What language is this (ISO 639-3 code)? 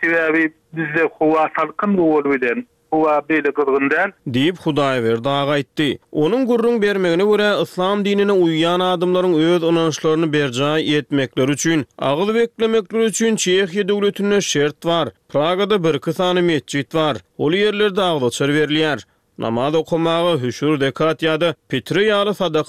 tuk